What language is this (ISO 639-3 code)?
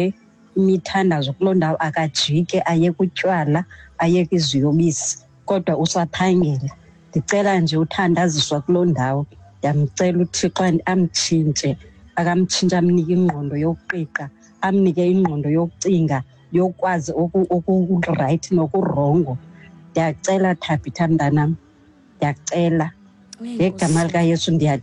xho